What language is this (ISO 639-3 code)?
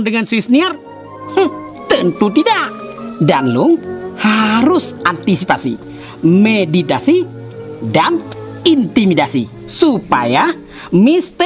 ace